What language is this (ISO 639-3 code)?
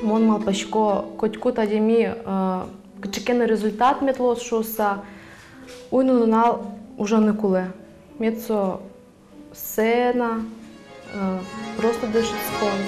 udm